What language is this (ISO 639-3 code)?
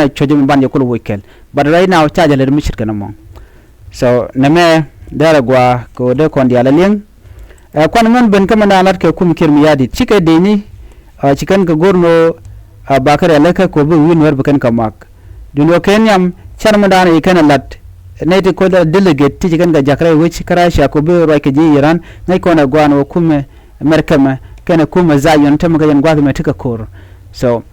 nus